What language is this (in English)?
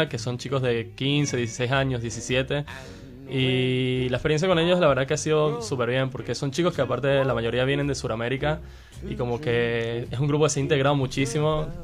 Spanish